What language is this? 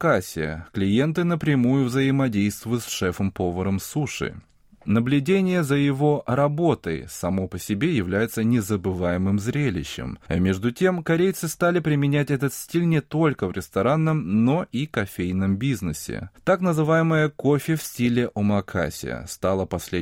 Russian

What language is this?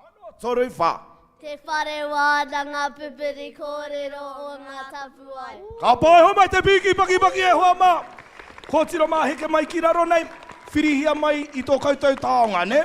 Māori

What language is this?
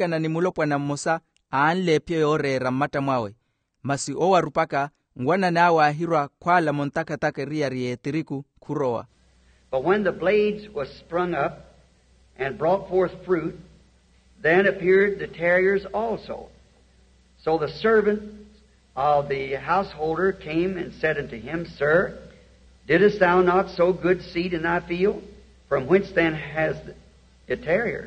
Makhuwa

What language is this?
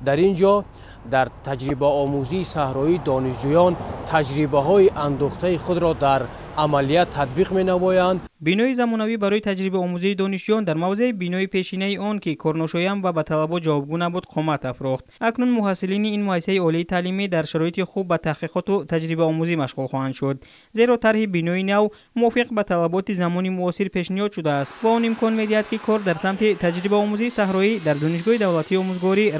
Tajik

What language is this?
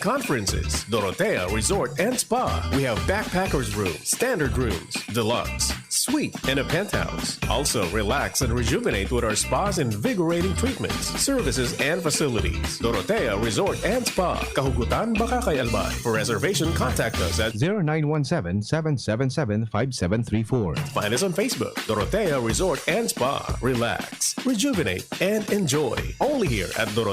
Bikol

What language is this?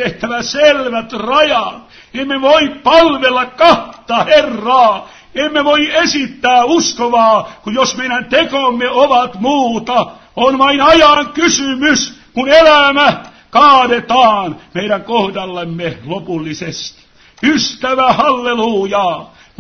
Finnish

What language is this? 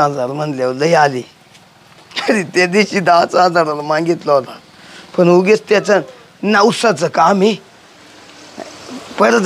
Marathi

